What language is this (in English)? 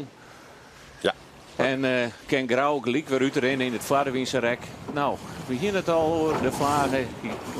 Western Frisian